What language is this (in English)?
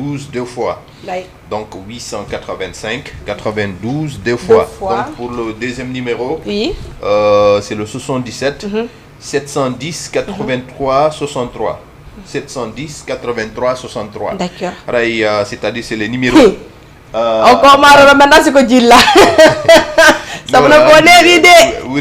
Fula